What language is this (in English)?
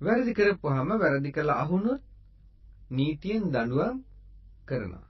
Sinhala